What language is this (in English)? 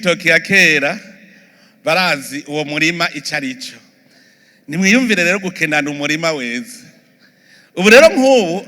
Rundi